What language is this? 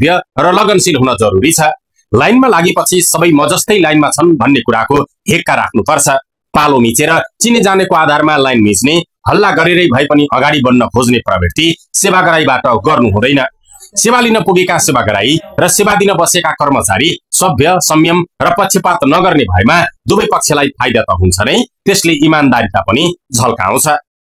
Nepali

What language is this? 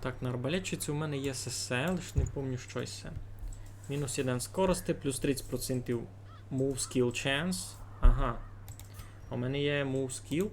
Rusyn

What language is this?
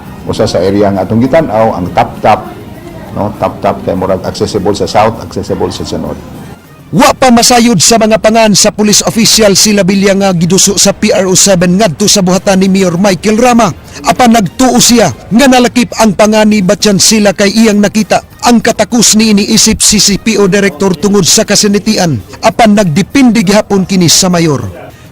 Cebuano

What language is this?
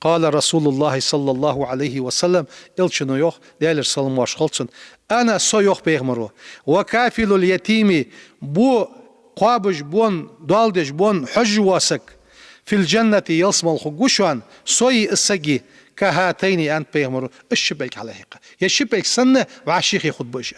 Ingush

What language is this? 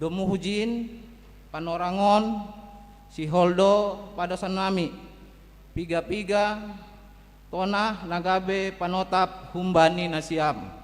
Batak Simalungun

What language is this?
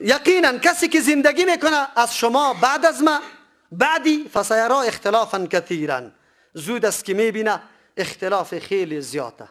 Persian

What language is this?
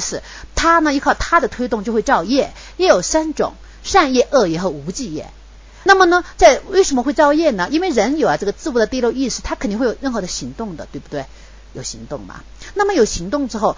Chinese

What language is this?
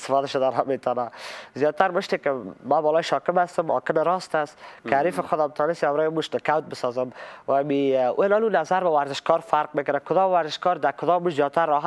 Persian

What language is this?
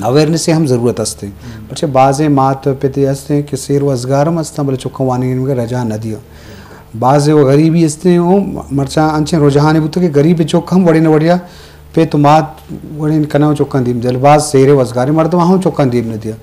Eastern Balochi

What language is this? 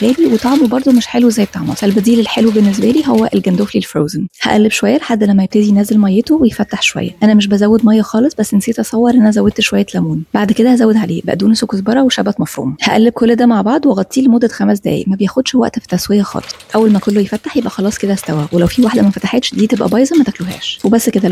Egyptian Arabic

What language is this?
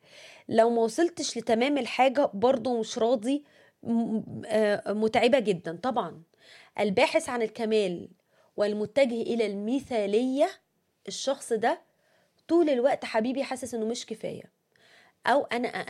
Egyptian Arabic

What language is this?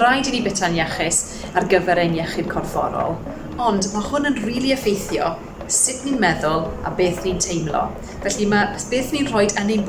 Welsh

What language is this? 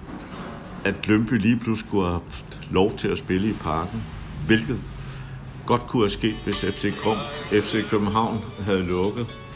Danish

